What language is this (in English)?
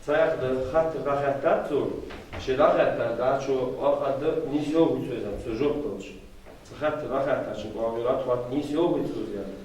Ingush